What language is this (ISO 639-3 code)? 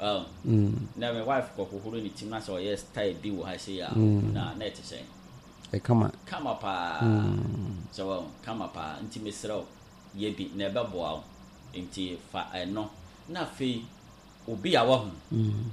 aka